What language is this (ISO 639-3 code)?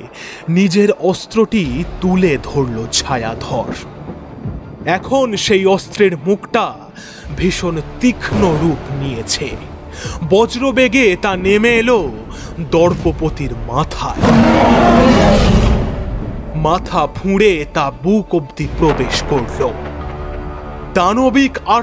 ben